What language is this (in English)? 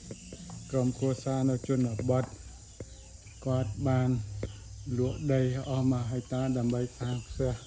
Khmer